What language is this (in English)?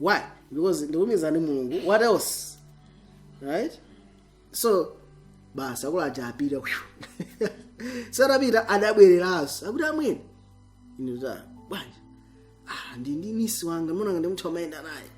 Nyanja